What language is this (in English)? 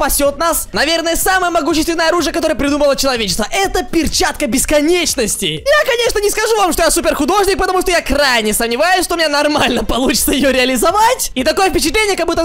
Russian